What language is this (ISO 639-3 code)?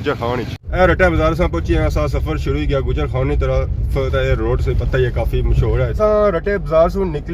phr